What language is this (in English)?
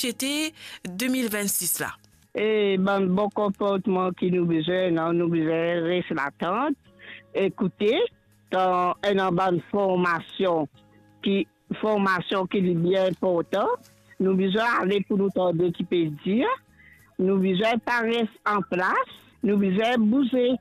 Morisyen